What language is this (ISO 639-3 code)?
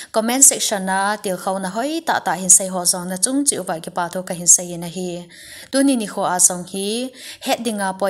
tcz